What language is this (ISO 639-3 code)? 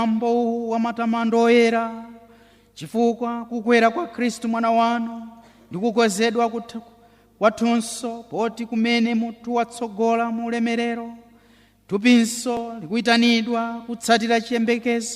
nya